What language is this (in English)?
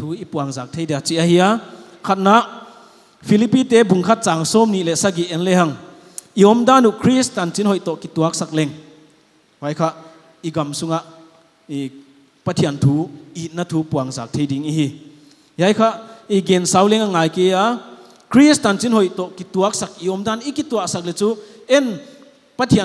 Paite Chin